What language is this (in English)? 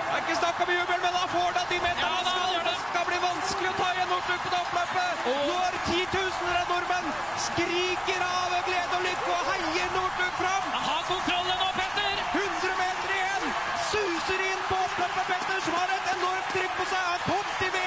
Norwegian